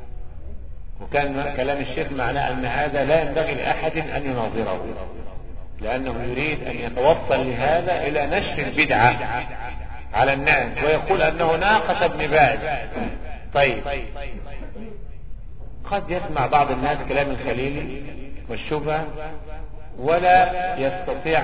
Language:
Arabic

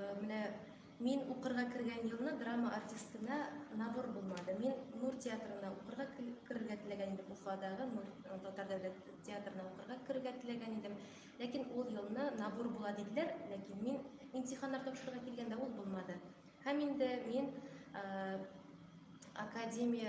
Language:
Tatar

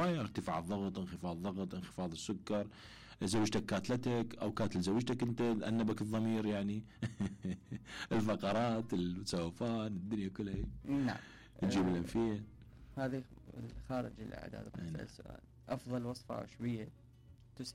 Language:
Mesopotamian Arabic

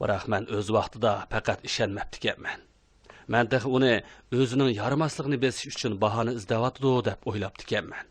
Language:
Uyghur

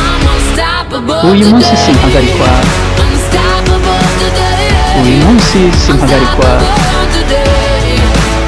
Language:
Kinyarwanda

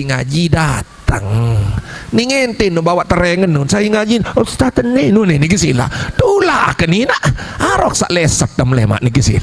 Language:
Sasak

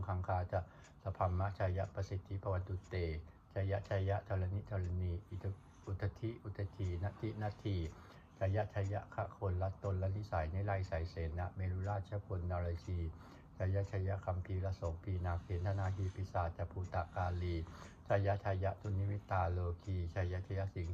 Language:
Pali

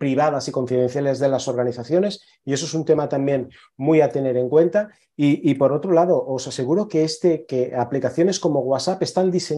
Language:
Spanish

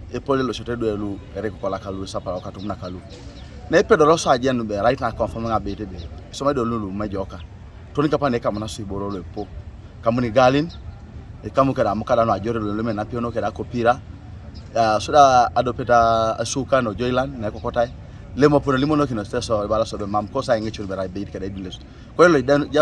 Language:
Teso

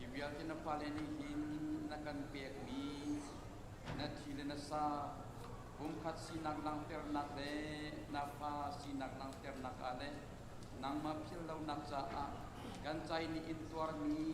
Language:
Hakha Chin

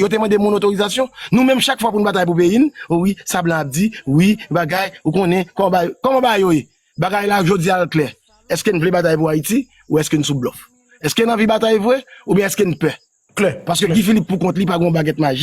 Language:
Haitian Creole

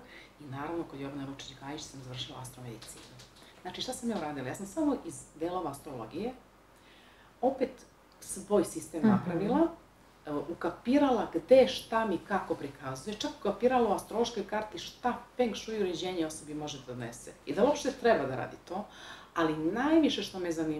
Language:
Serbian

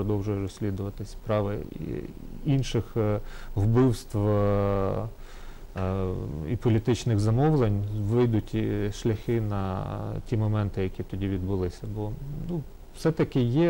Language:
Ukrainian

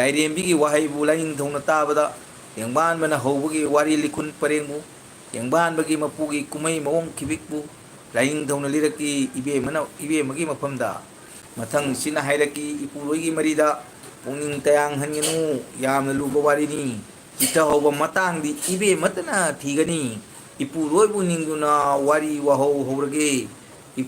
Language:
Manipuri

